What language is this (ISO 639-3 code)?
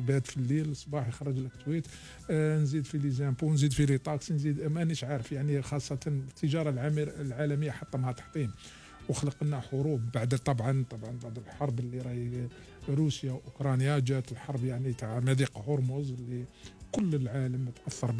arq